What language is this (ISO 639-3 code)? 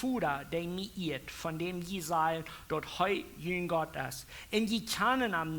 pdt